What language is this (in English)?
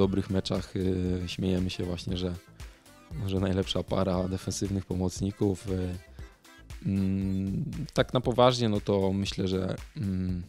Polish